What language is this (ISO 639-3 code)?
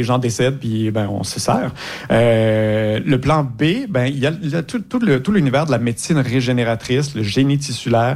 fra